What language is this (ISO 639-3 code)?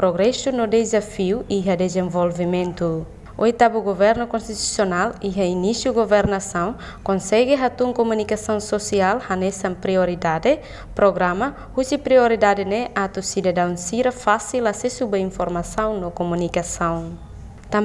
tet